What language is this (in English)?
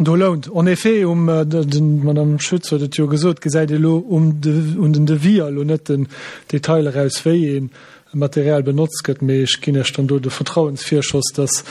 Luxembourgish